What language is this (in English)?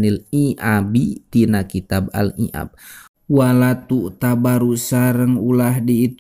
Sundanese